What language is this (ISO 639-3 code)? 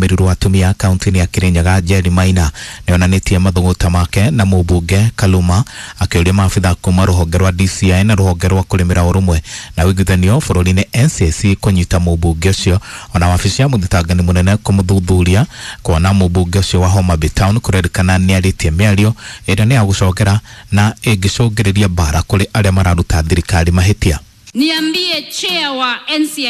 kik